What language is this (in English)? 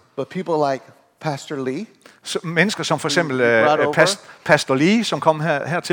Danish